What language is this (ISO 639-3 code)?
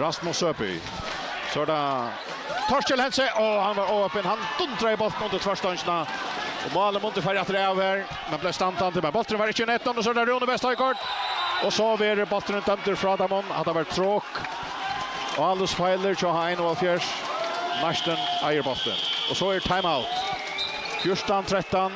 fao